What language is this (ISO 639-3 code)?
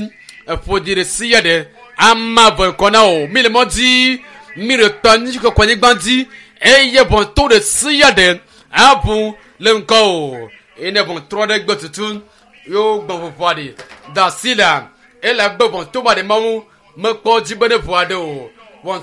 ewe